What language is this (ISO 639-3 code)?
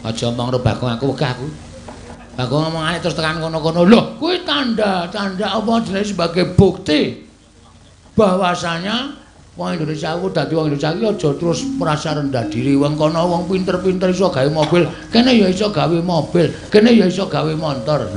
jav